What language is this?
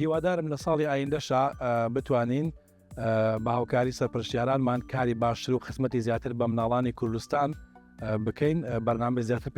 Central Kurdish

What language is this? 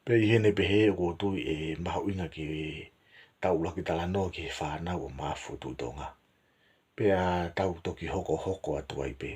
Tongan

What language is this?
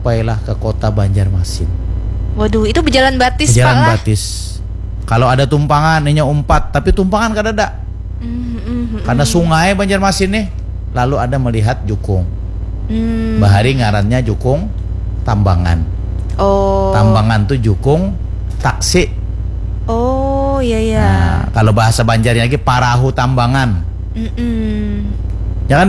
Banjar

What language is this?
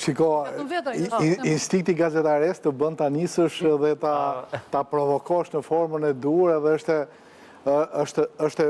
Albanian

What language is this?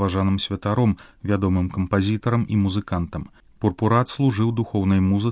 Belarusian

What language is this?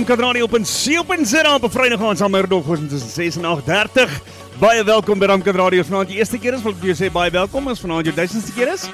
Afrikaans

